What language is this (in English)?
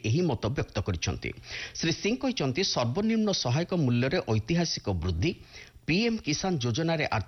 Odia